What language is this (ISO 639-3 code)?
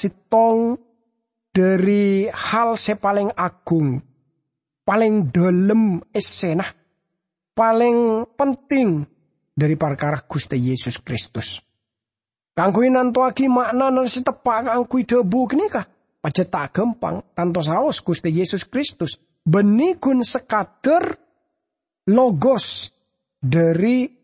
mad